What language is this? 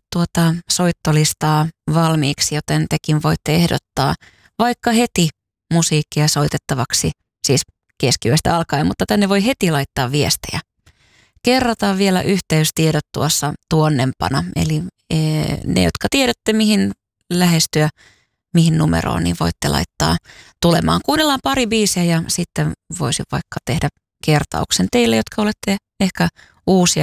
Finnish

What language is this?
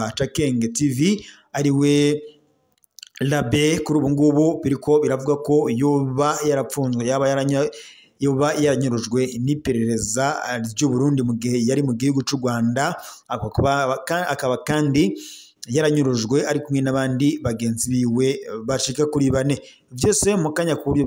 Rundi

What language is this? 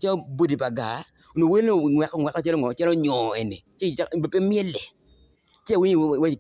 Acoli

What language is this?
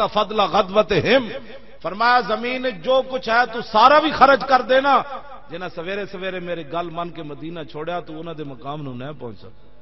Western Panjabi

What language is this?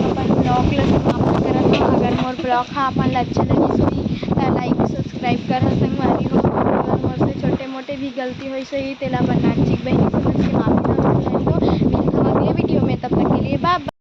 Chhattisgarhi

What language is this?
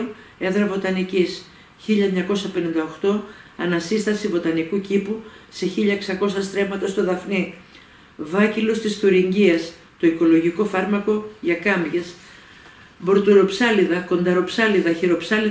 Greek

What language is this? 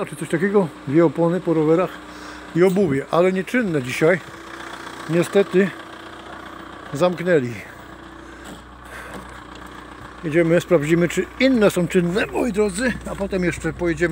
Polish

